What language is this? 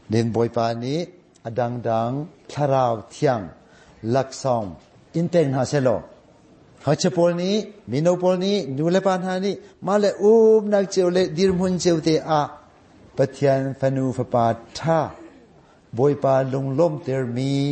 Hakha Chin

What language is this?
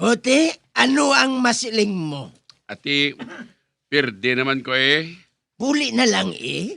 Hiligaynon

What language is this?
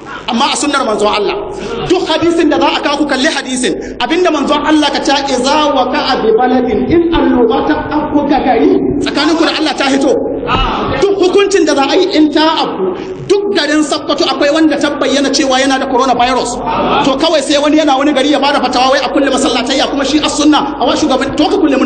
Hausa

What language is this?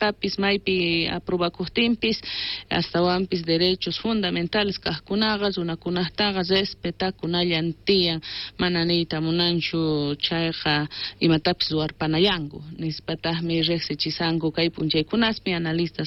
South Bolivian Quechua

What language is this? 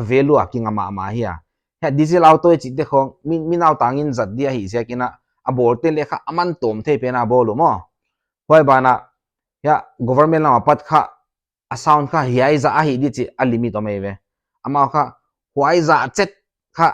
Paite Chin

